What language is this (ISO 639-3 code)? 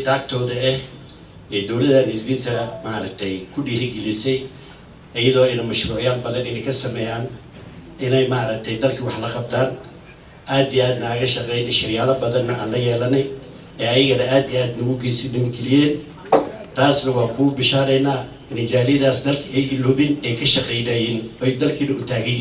som